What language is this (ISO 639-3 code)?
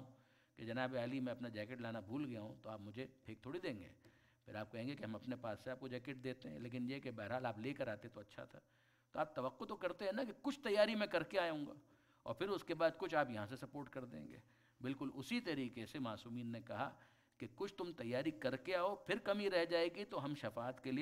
urd